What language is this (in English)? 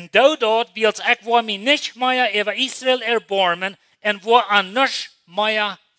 Plautdietsch